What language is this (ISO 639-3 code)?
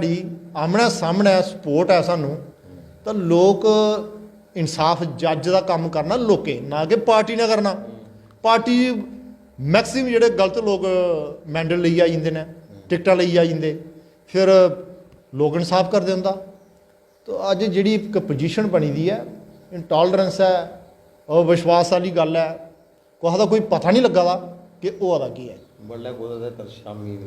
doi